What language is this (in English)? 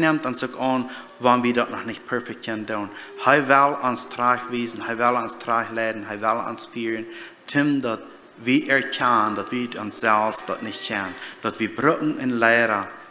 Plautdietsch